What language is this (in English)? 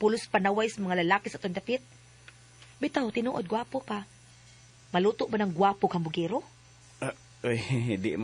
Cebuano